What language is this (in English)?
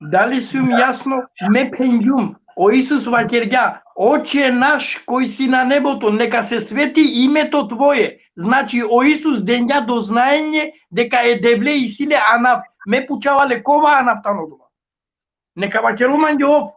Balkan Romani